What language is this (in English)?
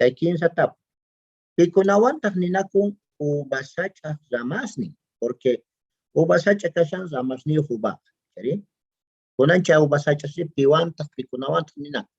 Quechua